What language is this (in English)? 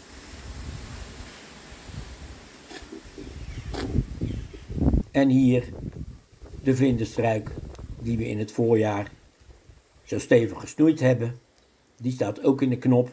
Dutch